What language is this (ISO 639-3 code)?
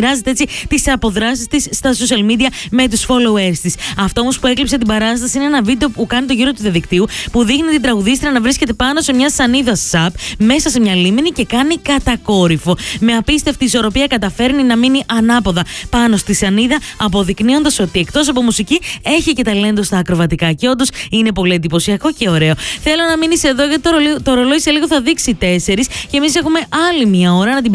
ell